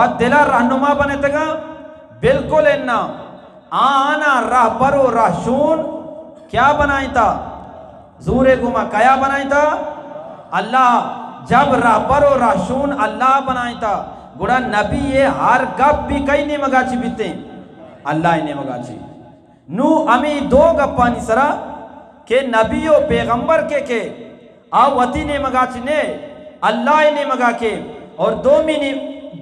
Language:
Eastern Balochi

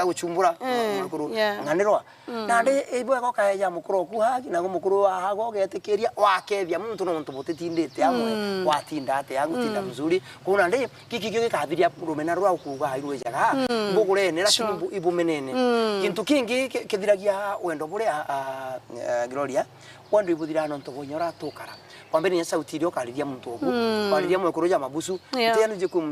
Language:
Meru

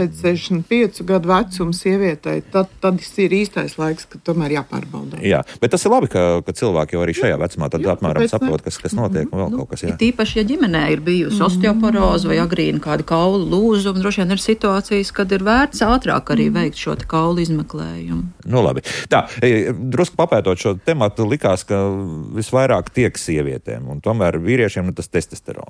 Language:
Latvian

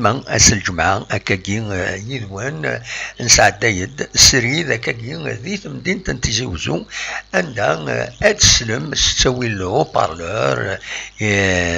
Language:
Kabyle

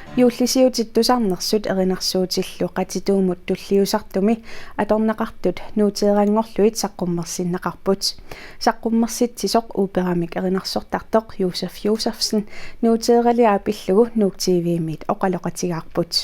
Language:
Kalaallisut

